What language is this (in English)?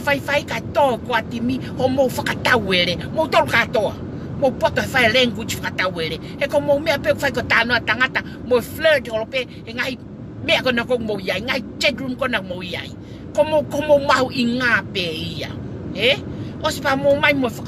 Tongan